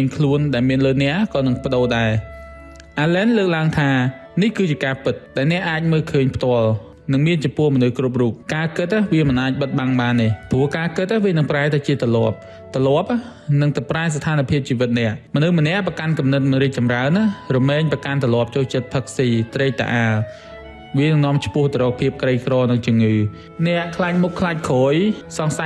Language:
Khmer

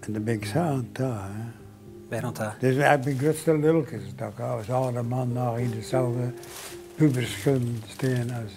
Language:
Western Frisian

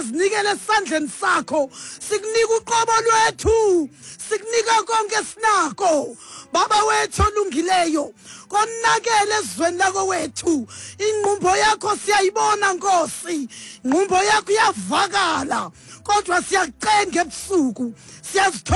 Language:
Xhosa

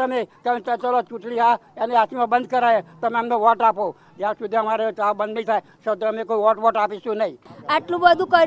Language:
Gujarati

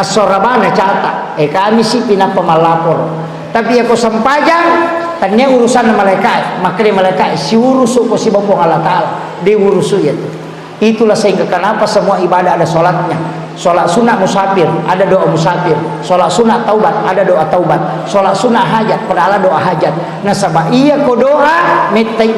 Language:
Buginese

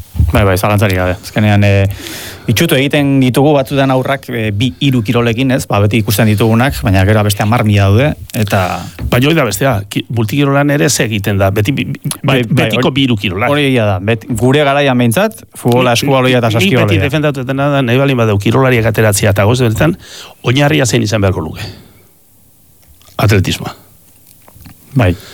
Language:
Basque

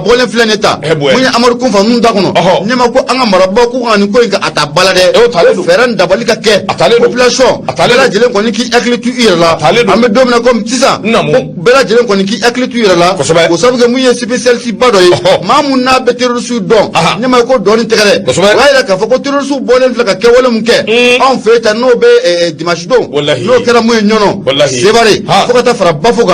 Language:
Bambara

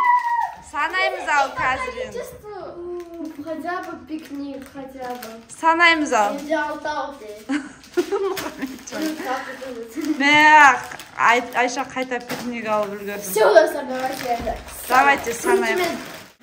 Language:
Kazakh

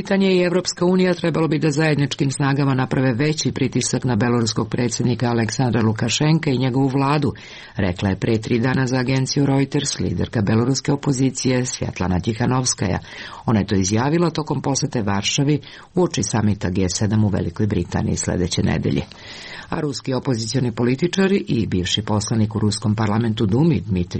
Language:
Serbian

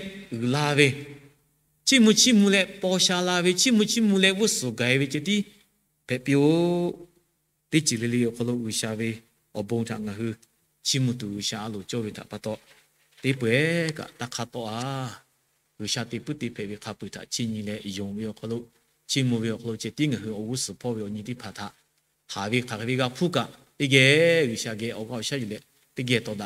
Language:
Lahu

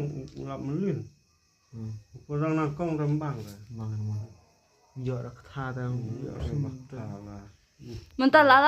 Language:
Khasi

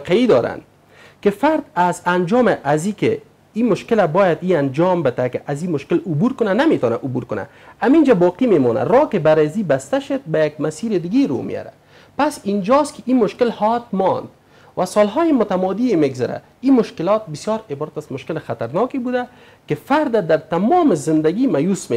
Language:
Persian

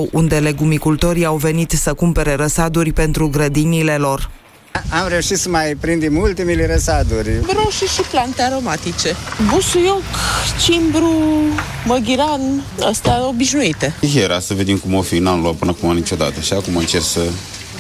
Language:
Romanian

